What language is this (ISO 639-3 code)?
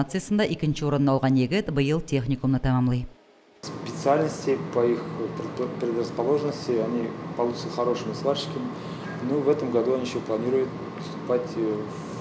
tat